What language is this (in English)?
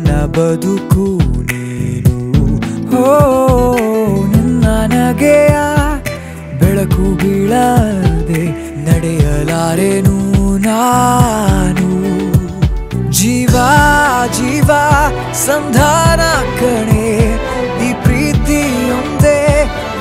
Kannada